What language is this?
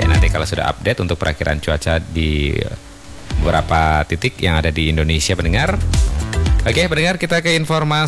Indonesian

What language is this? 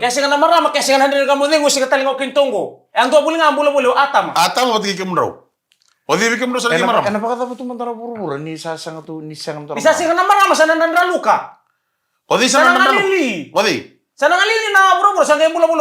Fijian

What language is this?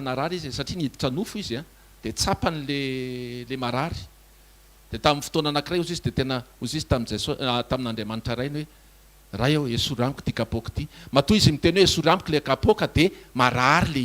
Malagasy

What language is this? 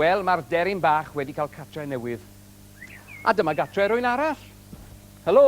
Welsh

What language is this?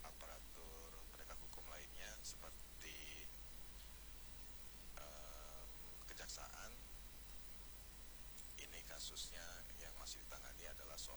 Indonesian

